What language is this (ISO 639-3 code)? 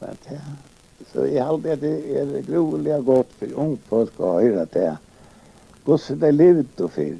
fao